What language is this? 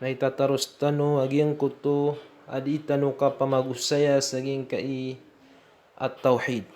Maranao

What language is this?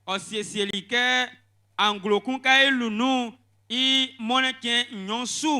Baoulé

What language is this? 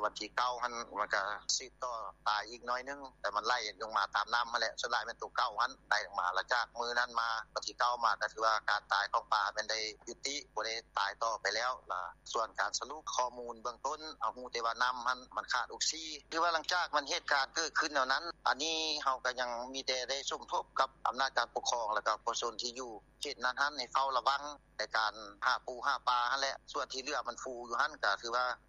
Lao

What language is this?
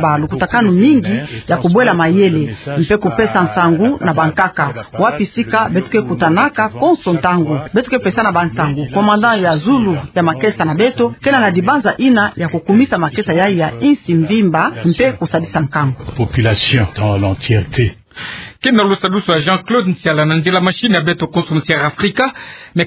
Kituba (Democratic Republic of Congo)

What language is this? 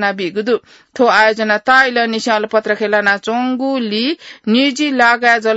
Newari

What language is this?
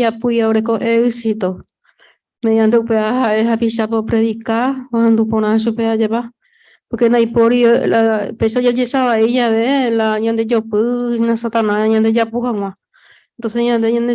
Guarani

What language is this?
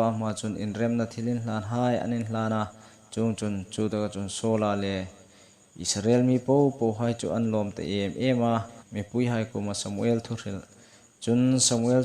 Hmar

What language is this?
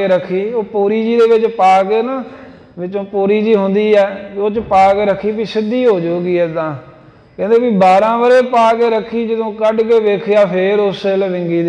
Punjabi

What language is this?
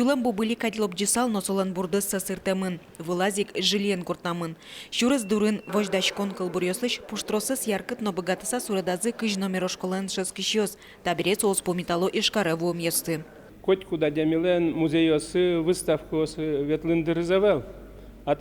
Udmurt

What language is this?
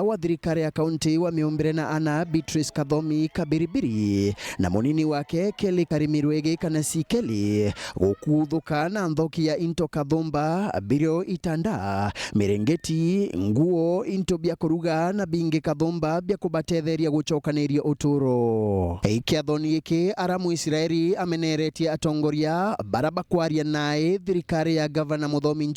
Meru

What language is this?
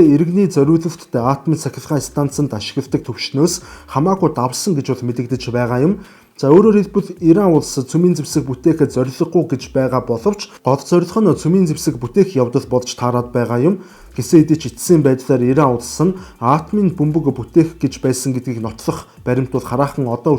Mongolian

